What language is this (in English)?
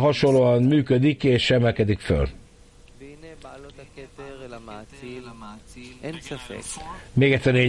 Hungarian